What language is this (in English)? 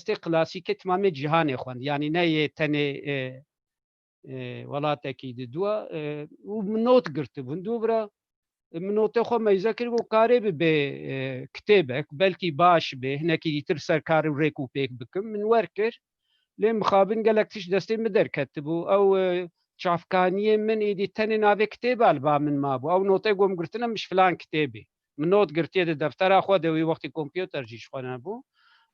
Kurdish